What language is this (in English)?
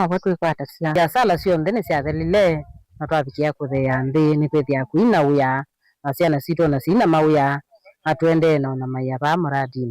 Kamba